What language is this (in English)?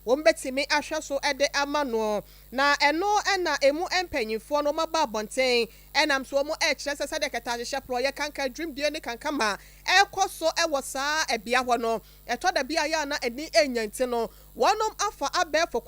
Akan